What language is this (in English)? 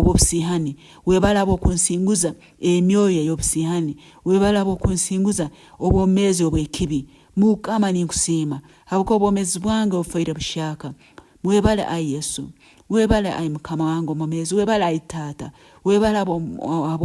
Nyankole